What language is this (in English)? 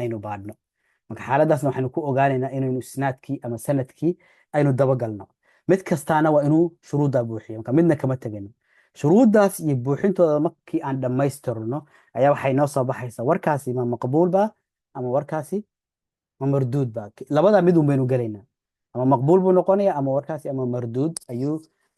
Somali